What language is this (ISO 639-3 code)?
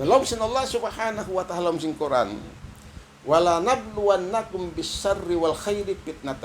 tsg